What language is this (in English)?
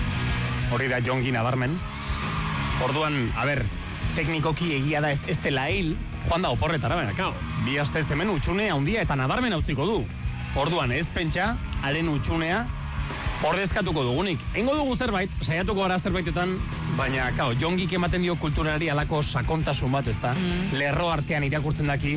Basque